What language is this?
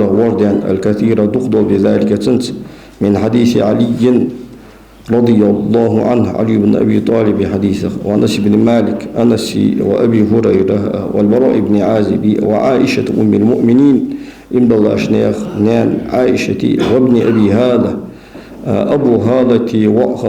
Ingush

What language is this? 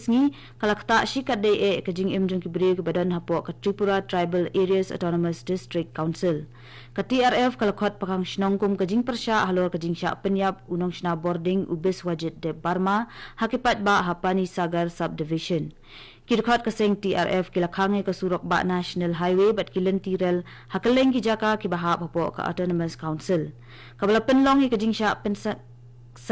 Khasi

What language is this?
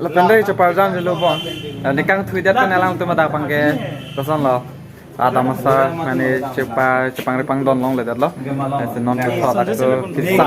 Karbi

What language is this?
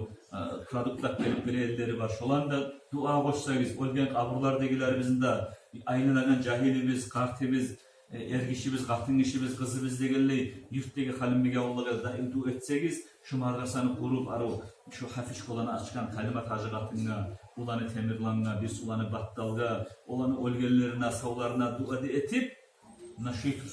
Kumyk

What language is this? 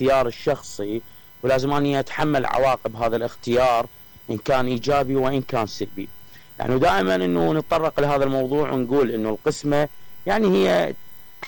Mesopotamian Arabic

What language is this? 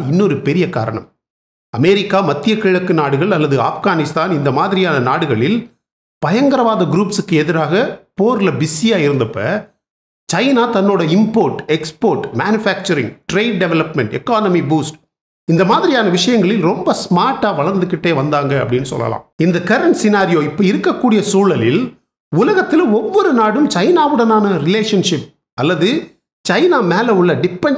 Tamil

